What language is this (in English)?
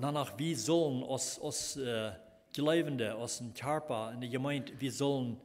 Plautdietsch